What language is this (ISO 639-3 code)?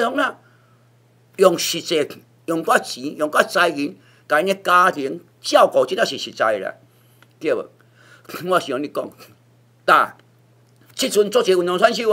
nan